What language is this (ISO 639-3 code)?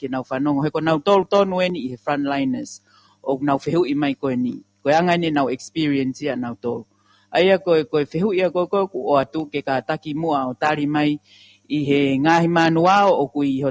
ton